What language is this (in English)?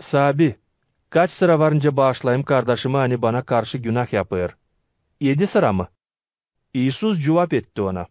Gagauz